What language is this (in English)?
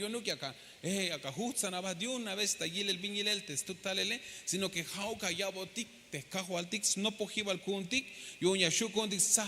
Tzeltal